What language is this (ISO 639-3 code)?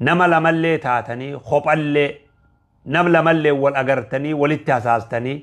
orm